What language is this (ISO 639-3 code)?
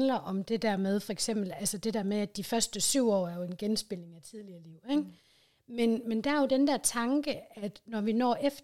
dan